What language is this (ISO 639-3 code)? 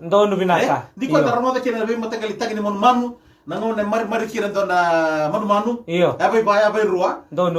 fij